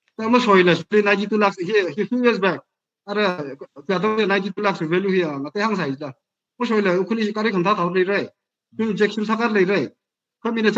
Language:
Tangkhul Naga (India)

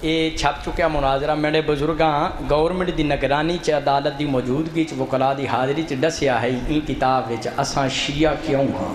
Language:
Saraiki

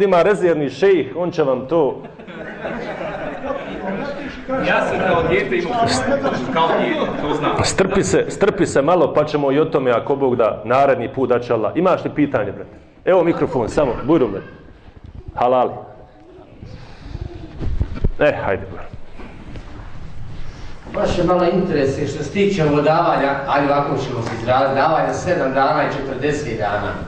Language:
Bosnian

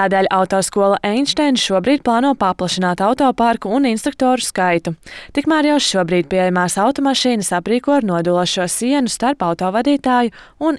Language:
Latvian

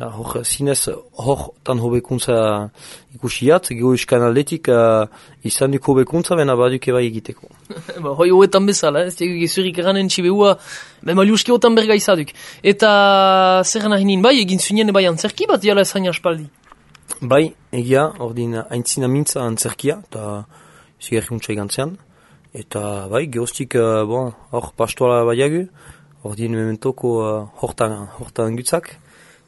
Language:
Basque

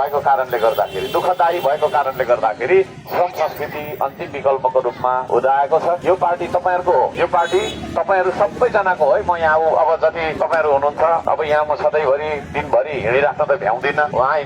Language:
Nepali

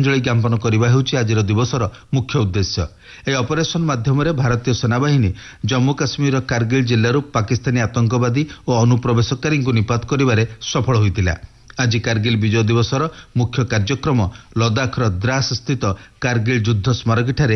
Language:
Odia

